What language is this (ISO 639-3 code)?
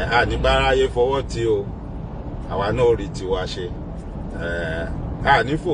yor